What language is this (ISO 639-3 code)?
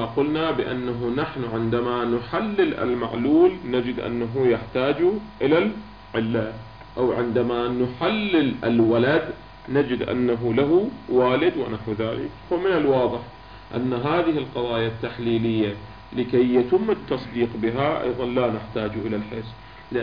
ara